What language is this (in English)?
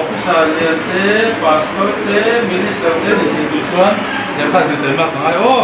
Mizo